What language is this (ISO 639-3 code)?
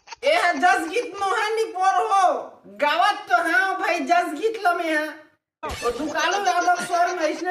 hne